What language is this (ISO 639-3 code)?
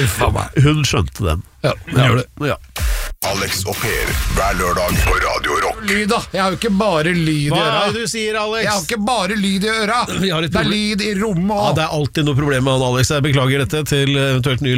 nor